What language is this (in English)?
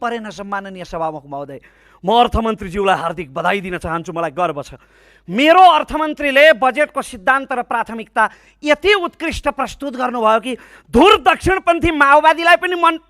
Nepali